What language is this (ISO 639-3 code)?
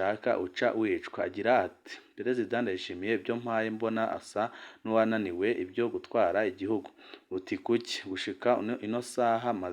run